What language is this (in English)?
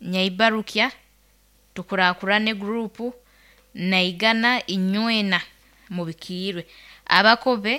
Nyoro